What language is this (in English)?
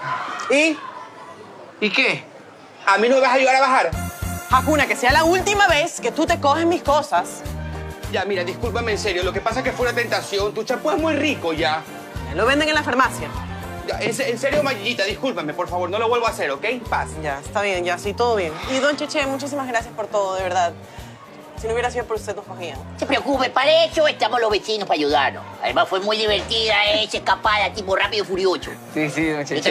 Spanish